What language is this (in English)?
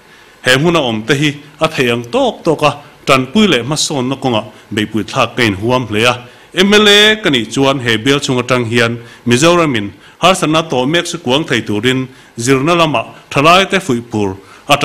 Mizo